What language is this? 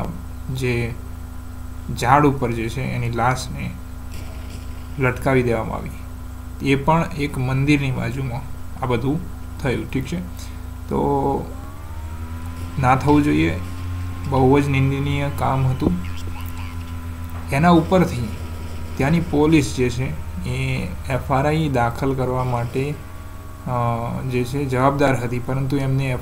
Gujarati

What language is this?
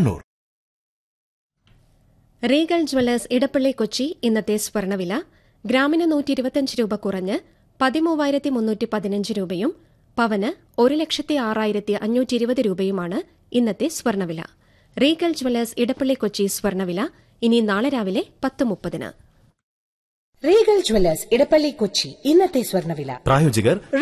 Malayalam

